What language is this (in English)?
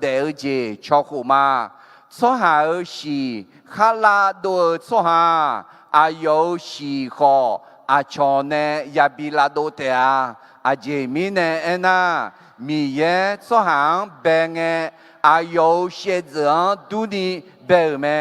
Akha